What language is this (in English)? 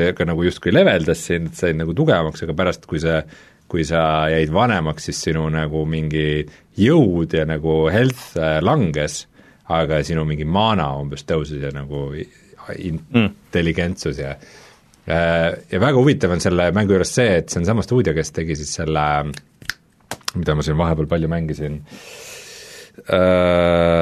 Estonian